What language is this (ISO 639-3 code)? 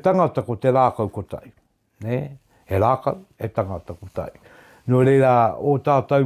mri